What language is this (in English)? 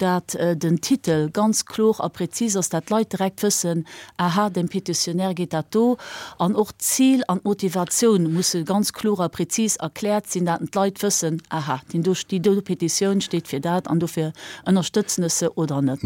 Luxembourgish